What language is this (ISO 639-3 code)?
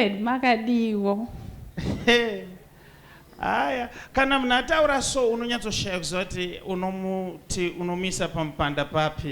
sna